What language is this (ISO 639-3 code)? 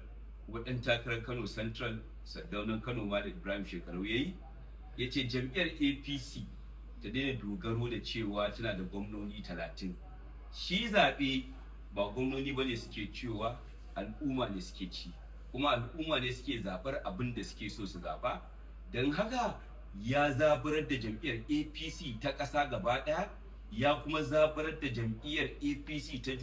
hau